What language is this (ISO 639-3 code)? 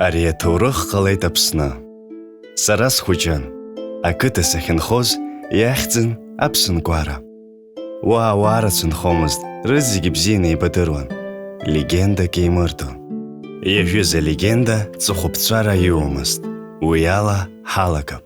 abk